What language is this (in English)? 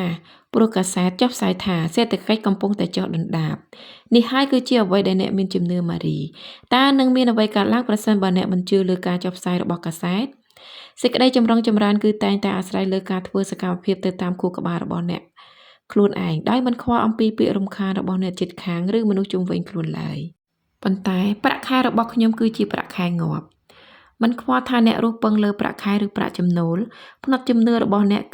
Khmer